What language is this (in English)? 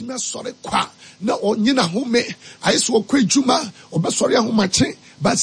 Akan